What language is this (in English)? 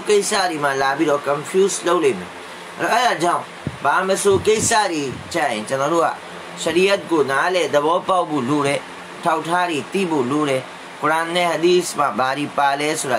Burmese